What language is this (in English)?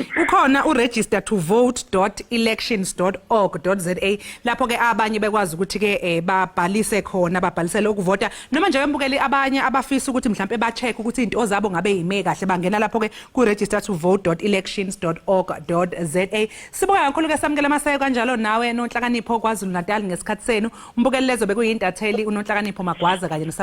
Zulu